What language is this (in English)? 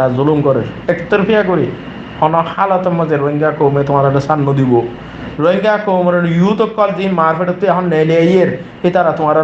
Rohingya